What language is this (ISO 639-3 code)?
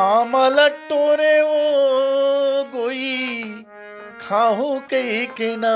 hne